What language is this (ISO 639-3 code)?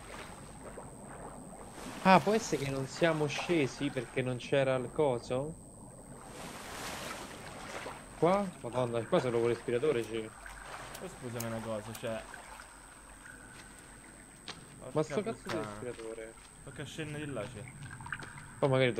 ita